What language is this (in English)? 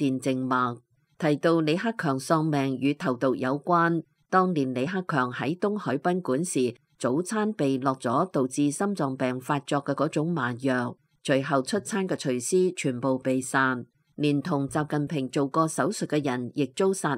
Cantonese